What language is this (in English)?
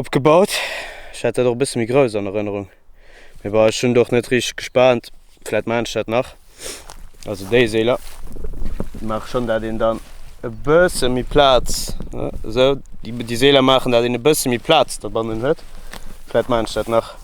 Luxembourgish